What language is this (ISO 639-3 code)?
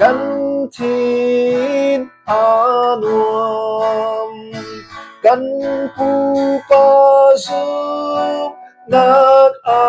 cfm